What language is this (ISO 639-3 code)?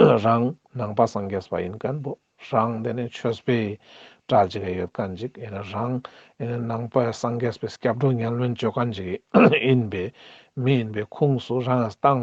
lbj